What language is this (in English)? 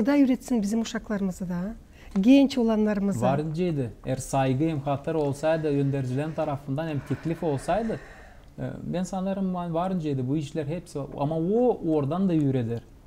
Gagauz